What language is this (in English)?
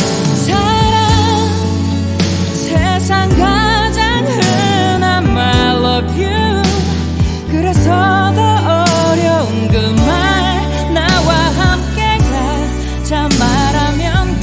Korean